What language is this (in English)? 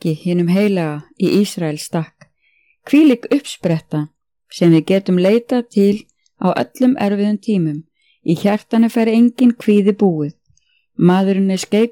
Icelandic